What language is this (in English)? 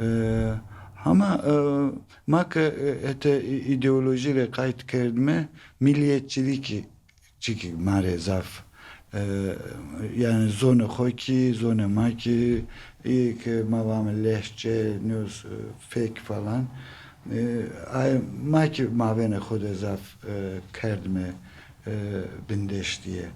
Zaza